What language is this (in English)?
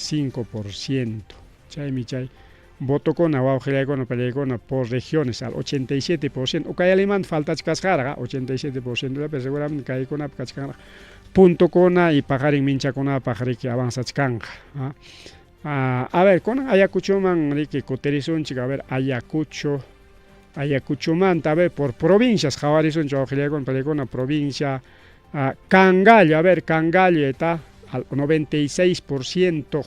Ayacucho Quechua